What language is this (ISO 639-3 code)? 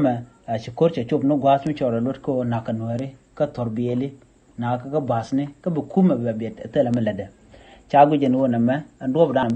nus